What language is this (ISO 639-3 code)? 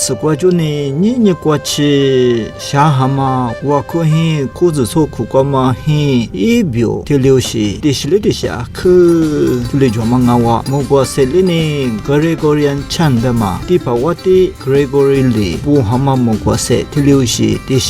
lis